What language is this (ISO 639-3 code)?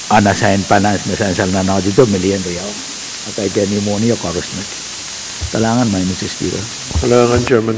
pon